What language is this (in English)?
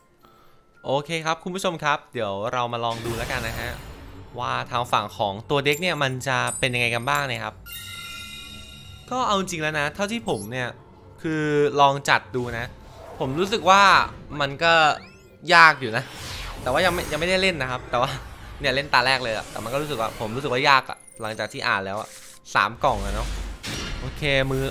Thai